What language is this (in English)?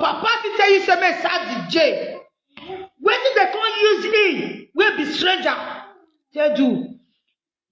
Nigerian Pidgin